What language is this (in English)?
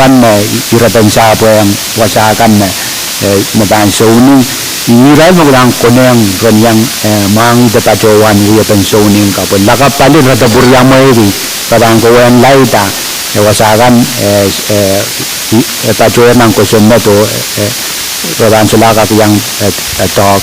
Pohnpeian